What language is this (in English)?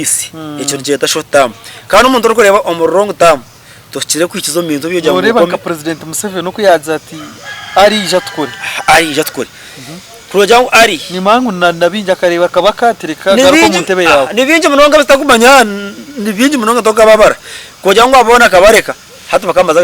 Nyankole